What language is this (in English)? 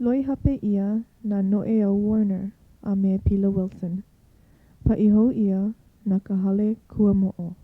Hawaiian